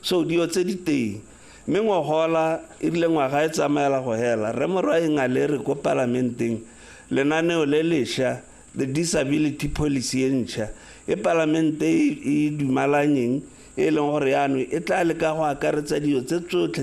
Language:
Tswana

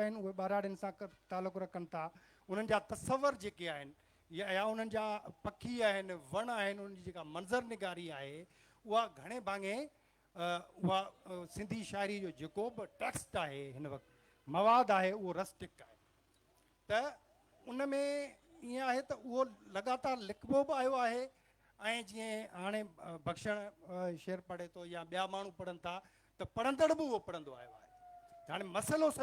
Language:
Sindhi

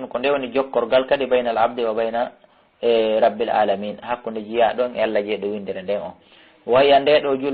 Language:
Fula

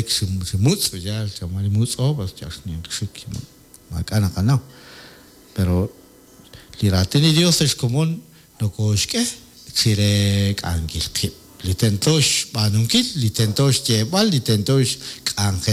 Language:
Kekchí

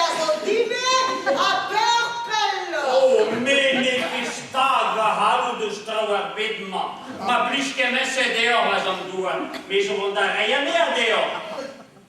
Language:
Breton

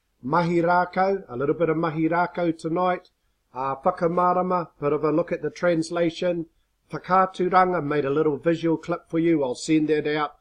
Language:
Māori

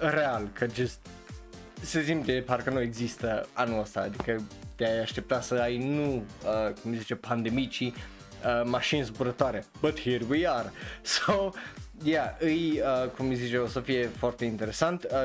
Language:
Romanian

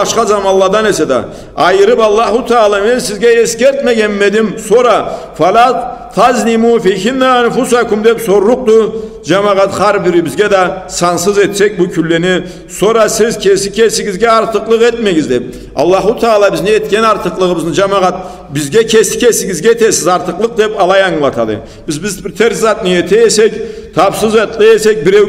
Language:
Karachay-Balkar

